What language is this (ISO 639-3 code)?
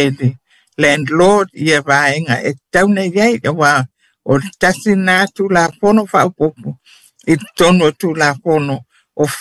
smo